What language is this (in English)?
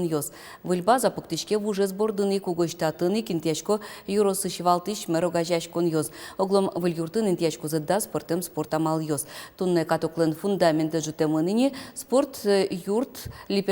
Udmurt